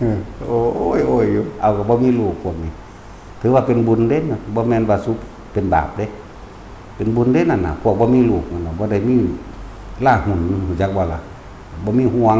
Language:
Lao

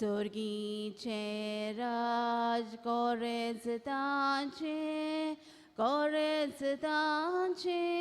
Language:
Konkani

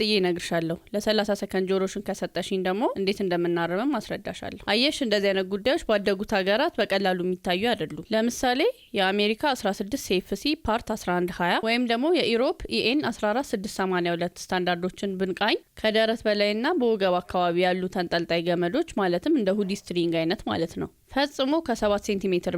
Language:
Amharic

